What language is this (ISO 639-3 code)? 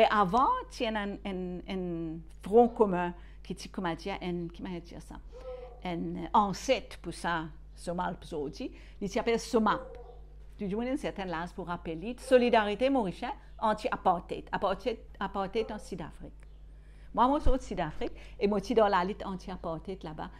mfe